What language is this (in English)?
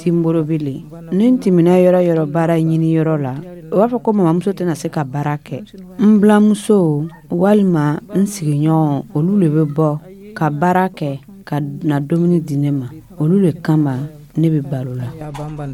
Dyula